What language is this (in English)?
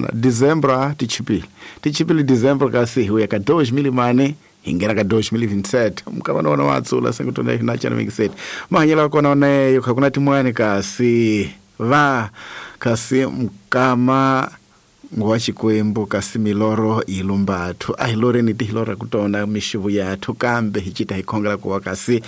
Tsonga